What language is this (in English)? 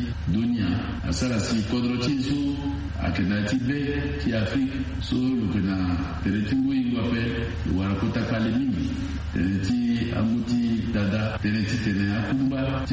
Sango